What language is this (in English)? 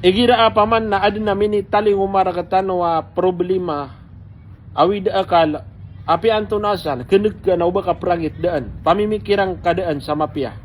Maranao